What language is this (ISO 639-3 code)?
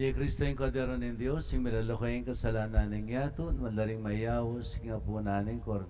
pam